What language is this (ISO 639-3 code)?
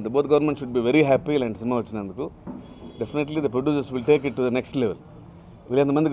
tel